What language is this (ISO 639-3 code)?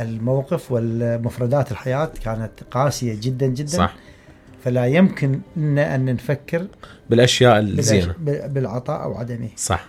acm